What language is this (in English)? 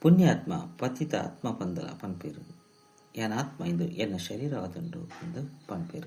Tulu